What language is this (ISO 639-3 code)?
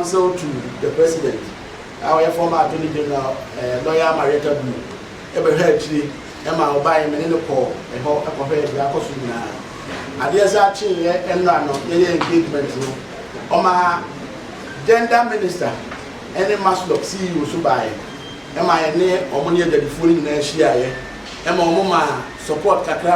aka